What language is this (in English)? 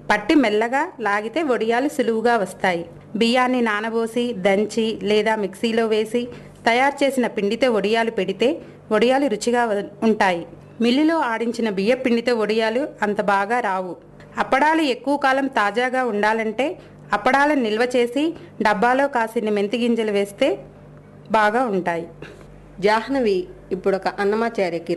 Telugu